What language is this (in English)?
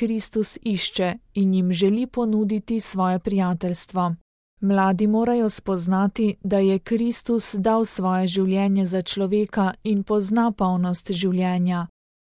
Slovenian